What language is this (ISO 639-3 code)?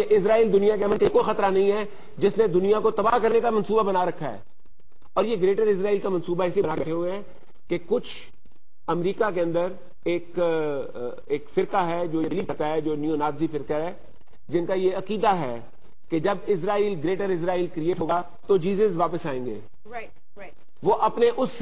urd